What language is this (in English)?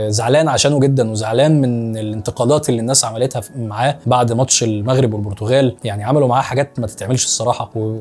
Egyptian Arabic